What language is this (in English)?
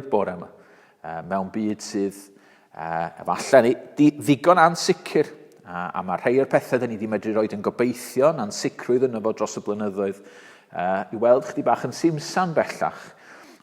Welsh